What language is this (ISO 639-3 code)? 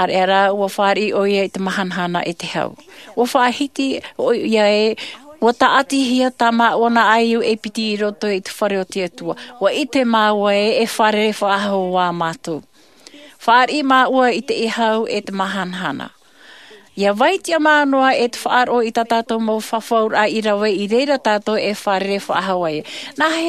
tah